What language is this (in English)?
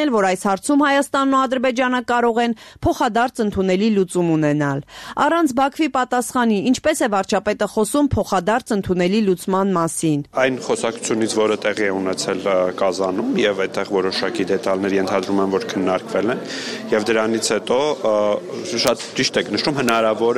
Armenian